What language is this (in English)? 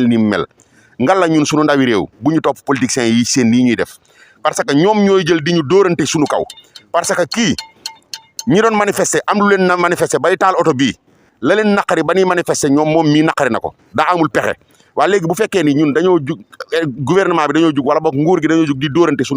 Wolof